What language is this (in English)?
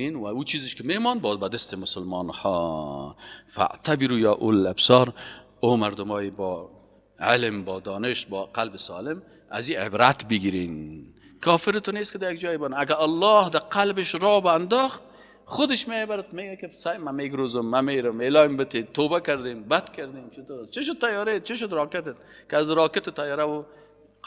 Persian